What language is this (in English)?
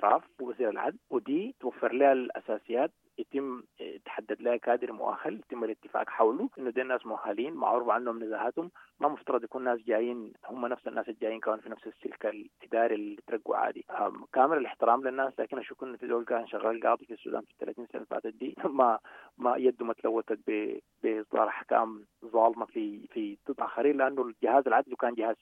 Sudanese Arabic